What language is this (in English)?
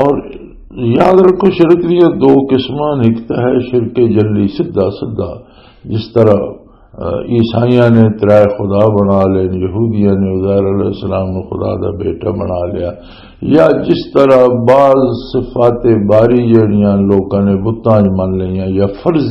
Western Panjabi